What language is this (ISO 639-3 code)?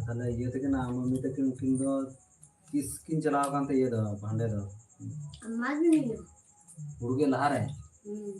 sat